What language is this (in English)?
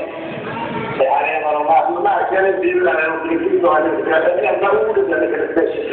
Swedish